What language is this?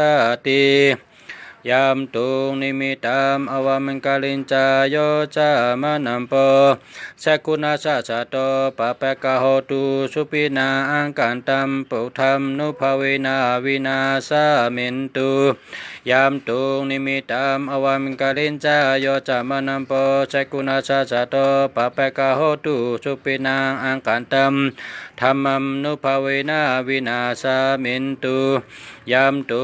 Shan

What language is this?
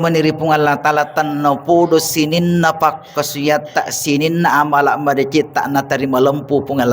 Buginese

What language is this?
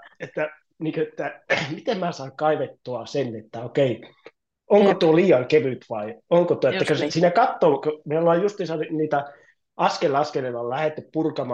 Finnish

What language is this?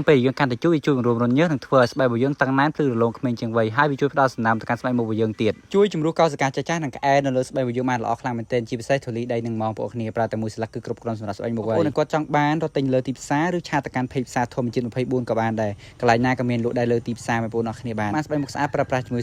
Khmer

